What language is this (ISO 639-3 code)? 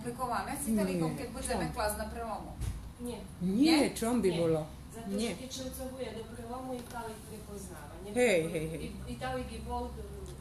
rue